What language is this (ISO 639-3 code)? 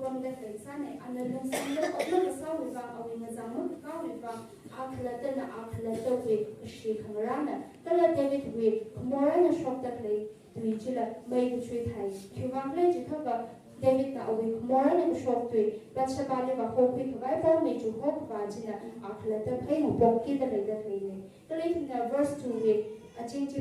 nmf